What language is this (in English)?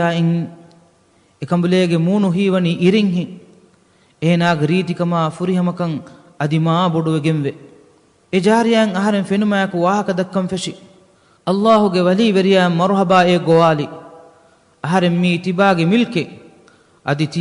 Divehi